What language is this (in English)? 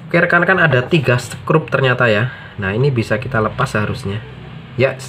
Indonesian